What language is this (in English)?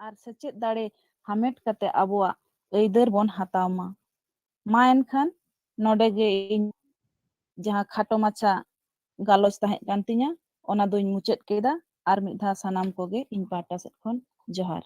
Santali